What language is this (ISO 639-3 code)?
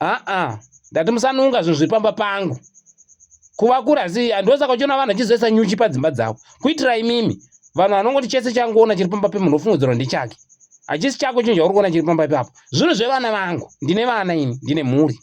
sna